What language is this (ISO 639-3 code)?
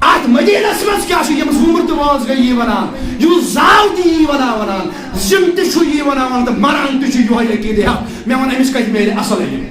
kas